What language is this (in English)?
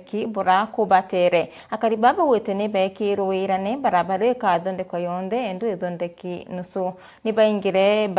Meru